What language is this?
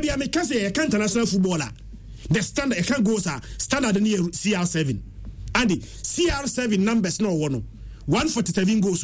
Akan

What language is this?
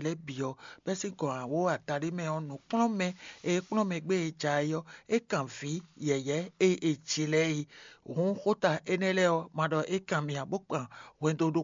Fon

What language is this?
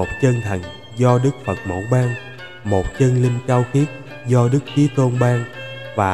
Vietnamese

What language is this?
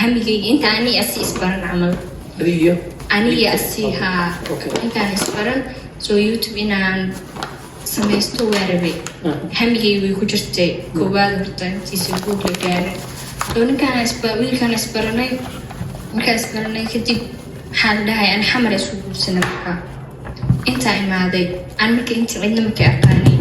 Somali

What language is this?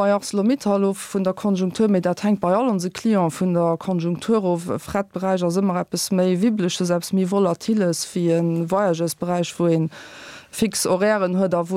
Luxembourgish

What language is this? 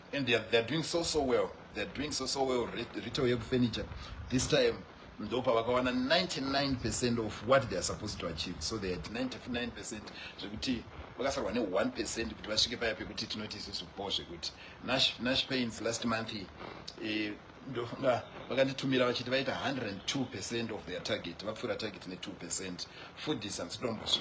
Shona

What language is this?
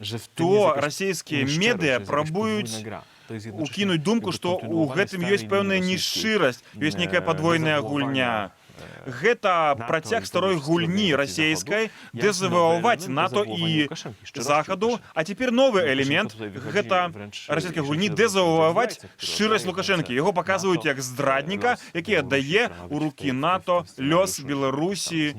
Belarusian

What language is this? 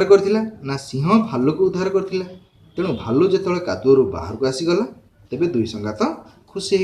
Odia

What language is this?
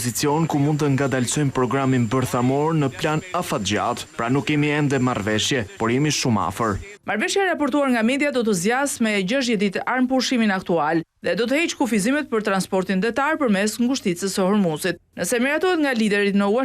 Albanian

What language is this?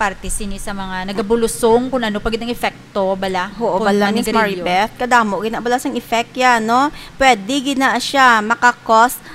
Hiligaynon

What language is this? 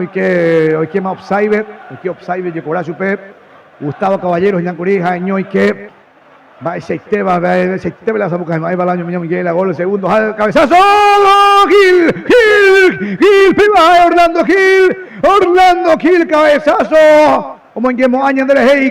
Guarani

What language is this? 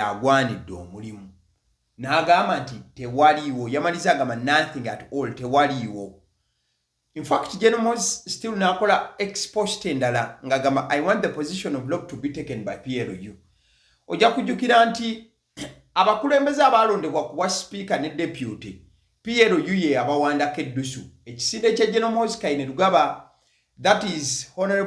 Ganda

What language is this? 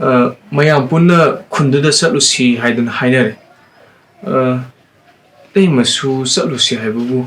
Manipuri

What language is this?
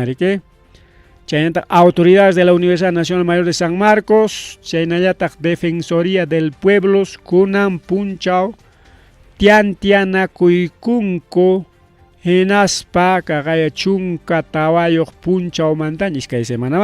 Ayacucho Quechua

